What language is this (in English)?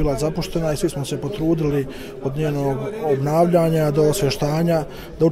Bosnian